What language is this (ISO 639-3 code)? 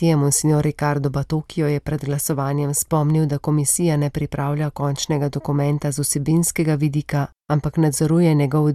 slv